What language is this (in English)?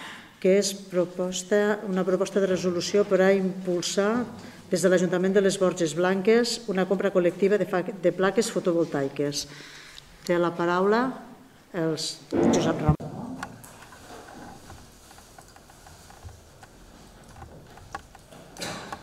Catalan